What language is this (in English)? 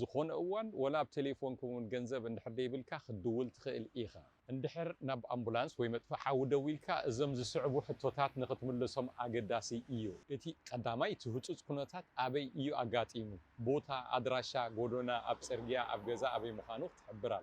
Tigrinya